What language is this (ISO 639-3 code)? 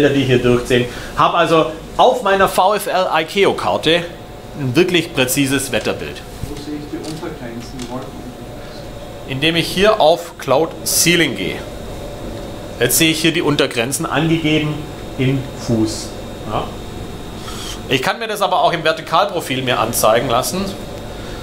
deu